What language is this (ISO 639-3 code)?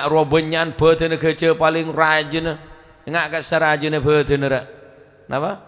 mad